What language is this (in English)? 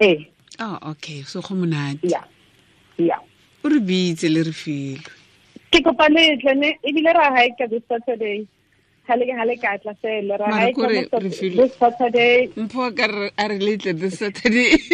Tswana